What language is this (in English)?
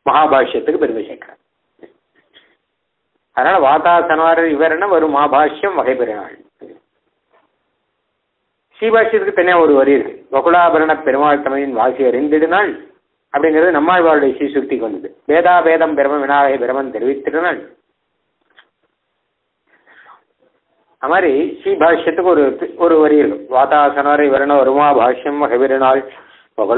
Tamil